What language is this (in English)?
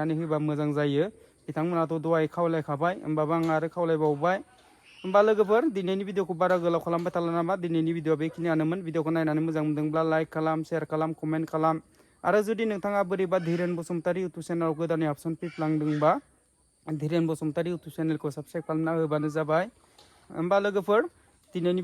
Bodo